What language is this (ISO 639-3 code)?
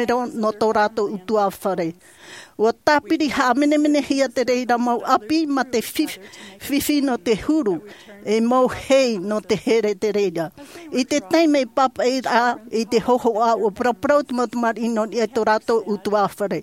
tah